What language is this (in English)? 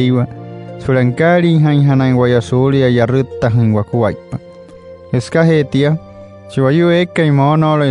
Wayuu